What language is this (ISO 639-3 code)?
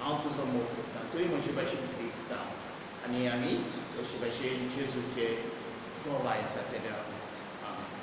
kok